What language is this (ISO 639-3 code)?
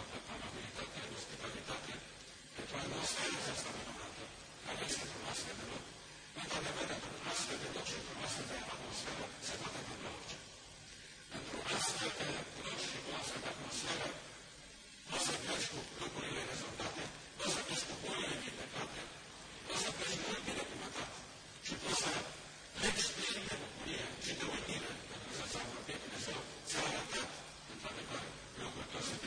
ron